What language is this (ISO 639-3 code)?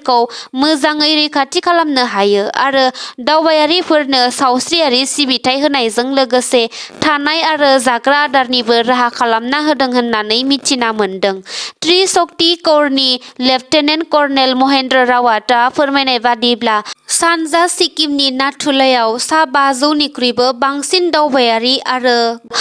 brx